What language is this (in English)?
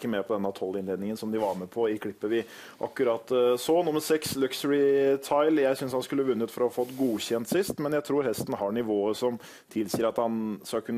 Norwegian